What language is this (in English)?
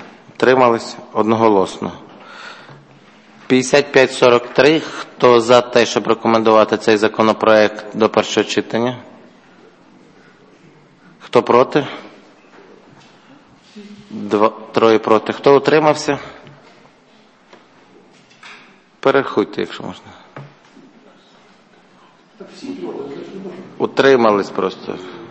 Ukrainian